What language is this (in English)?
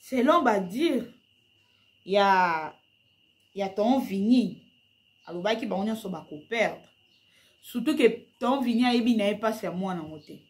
Lingala